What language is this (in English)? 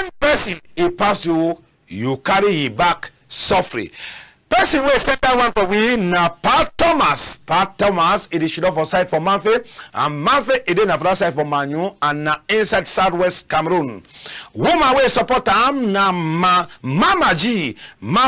Cameroon Pidgin